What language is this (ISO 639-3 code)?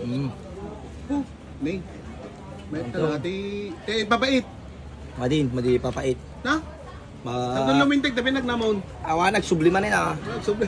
ilo